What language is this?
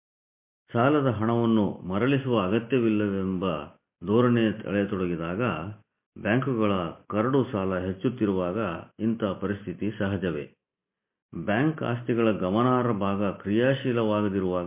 Kannada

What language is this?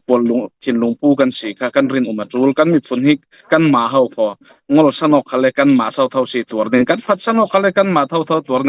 Falam Chin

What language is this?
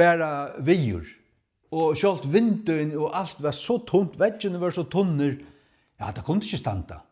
Faroese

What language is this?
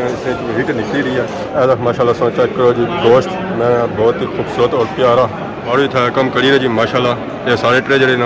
Pahari-Potwari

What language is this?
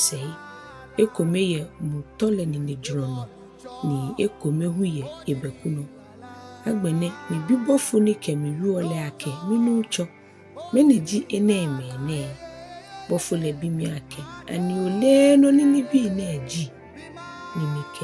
Ga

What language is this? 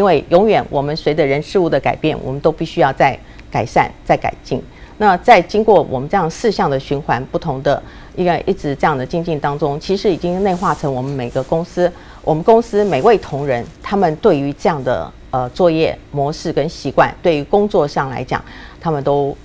Chinese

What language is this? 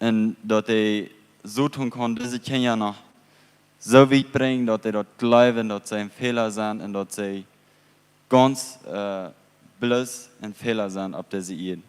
Plautdietsch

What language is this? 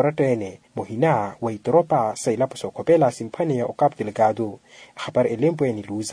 Makhuwa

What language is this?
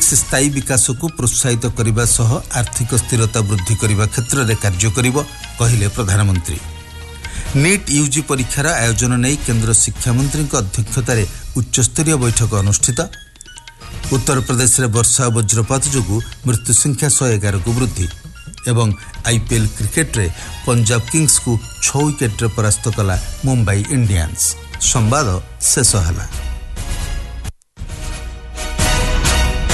Odia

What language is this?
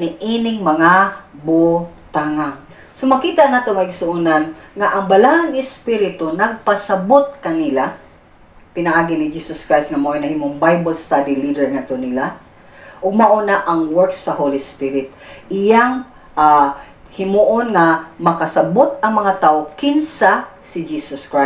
Cebuano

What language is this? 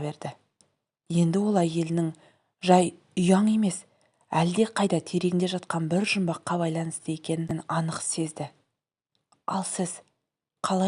Kazakh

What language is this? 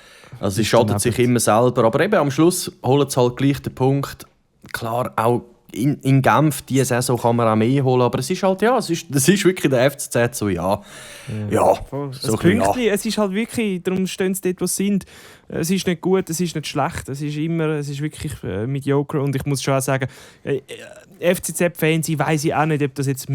Swiss German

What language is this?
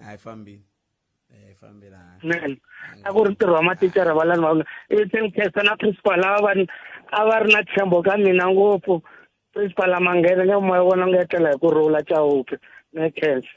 Tsonga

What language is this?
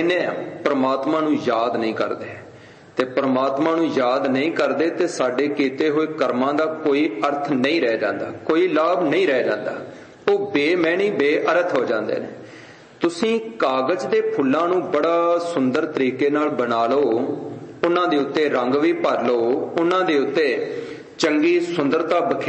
Punjabi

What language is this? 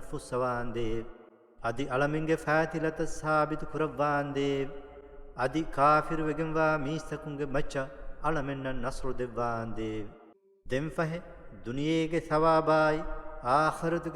Divehi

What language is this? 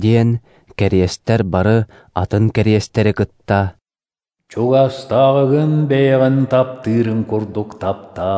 Yakut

